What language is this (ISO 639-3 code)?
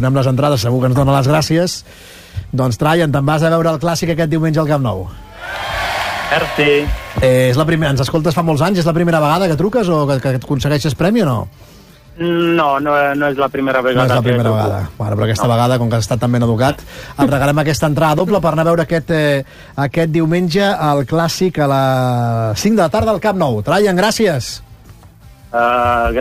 cat